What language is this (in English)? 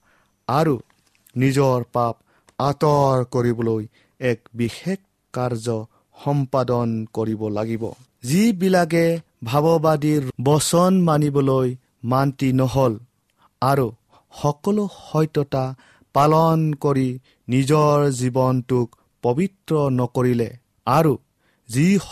Assamese